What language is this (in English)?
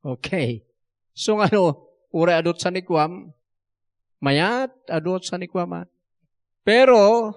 Iloko